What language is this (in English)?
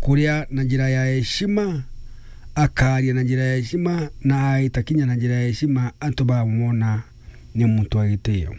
Meru